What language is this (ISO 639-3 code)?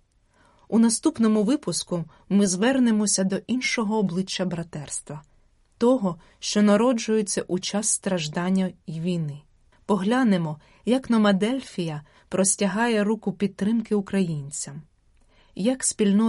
ukr